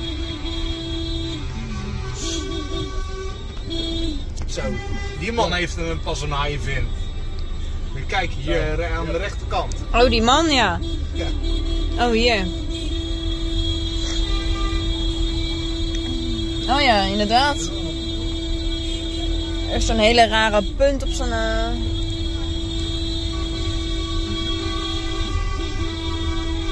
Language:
Dutch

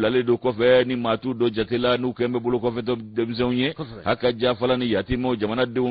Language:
Bambara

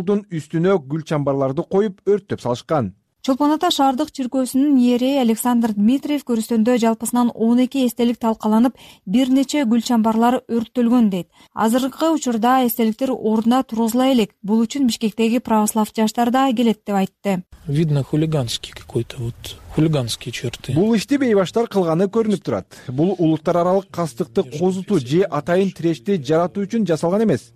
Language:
Kyrgyz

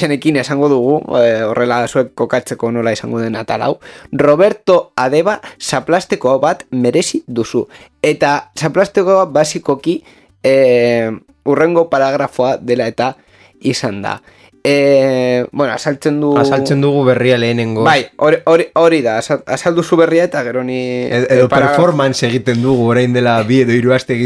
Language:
Basque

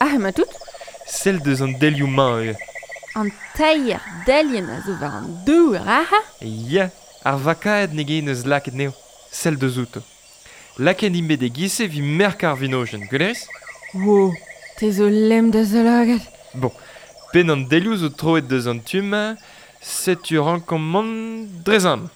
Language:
Breton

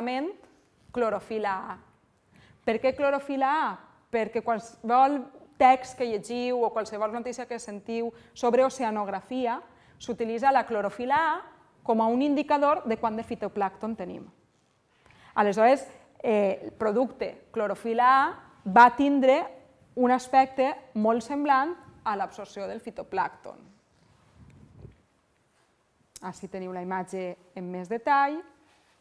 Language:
Catalan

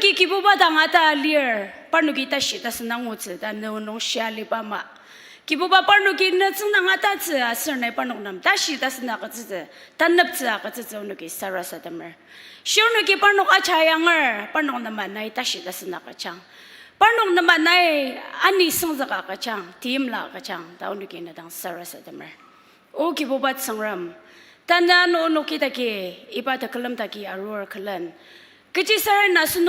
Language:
Ao Naga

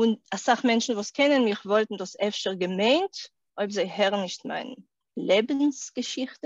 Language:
Yiddish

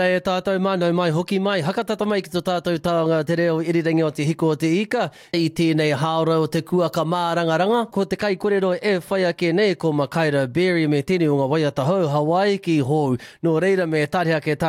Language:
Māori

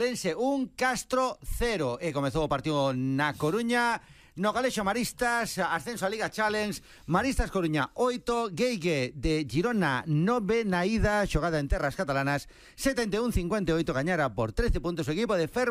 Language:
Galician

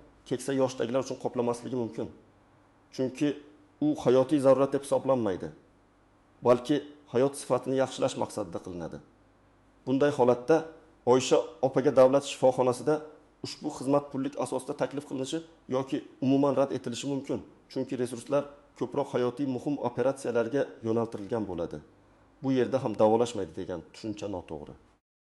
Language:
Uzbek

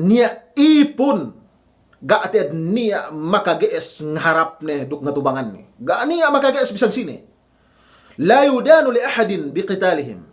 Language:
Yakan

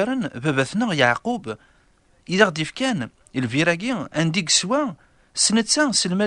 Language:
Kabyle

